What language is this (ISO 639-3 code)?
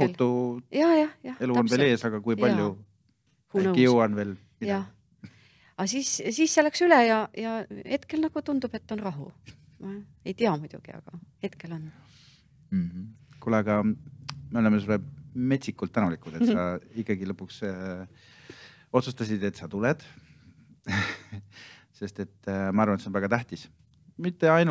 est